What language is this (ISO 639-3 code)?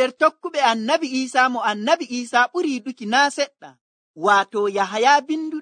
fuv